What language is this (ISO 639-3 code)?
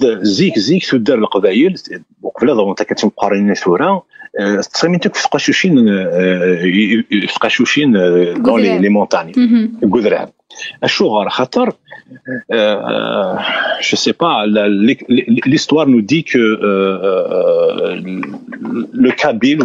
kab